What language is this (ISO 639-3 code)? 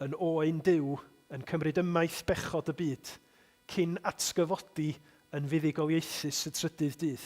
cym